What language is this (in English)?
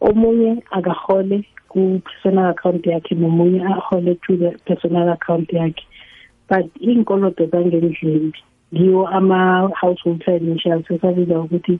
South Ndebele